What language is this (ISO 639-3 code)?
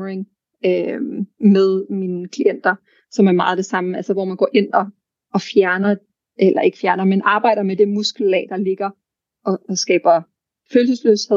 dan